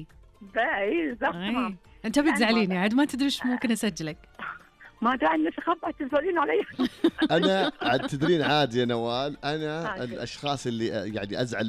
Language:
Najdi Arabic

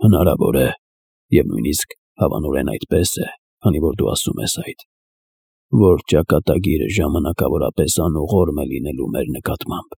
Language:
Armenian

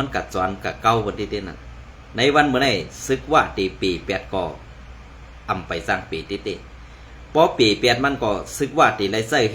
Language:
Shan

